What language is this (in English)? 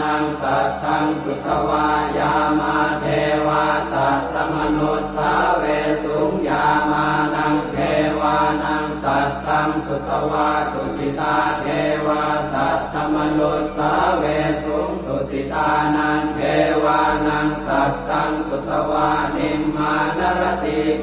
Pali